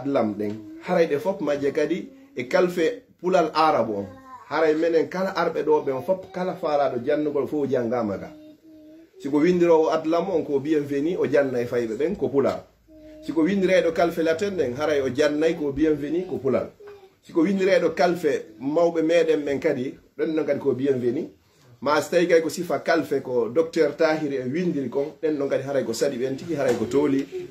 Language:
Pular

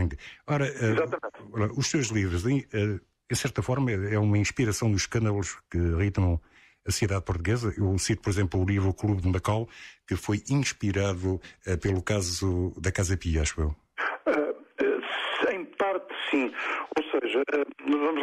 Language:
Portuguese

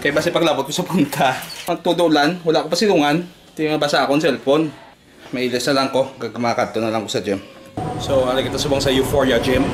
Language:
Hiligaynon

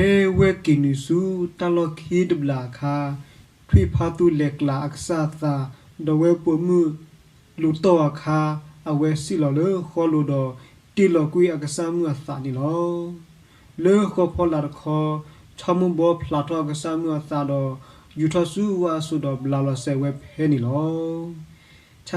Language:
S'gaw Karen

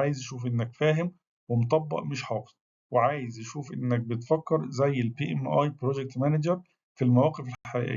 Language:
Egyptian Arabic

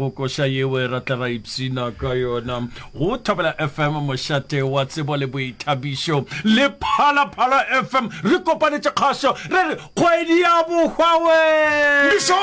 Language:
Venda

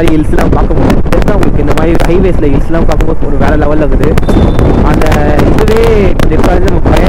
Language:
Tamil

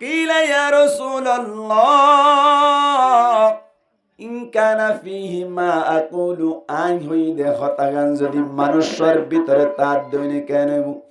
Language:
Rohingya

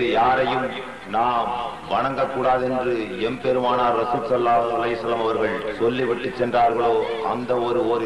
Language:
Tamil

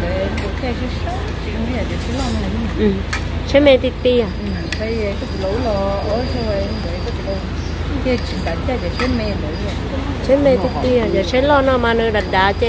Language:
Vietnamese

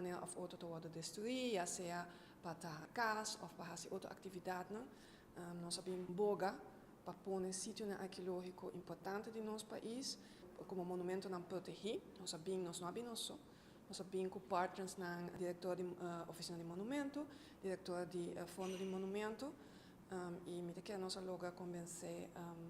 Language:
Papiamento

